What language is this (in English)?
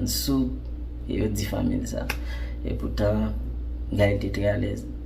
Haitian Creole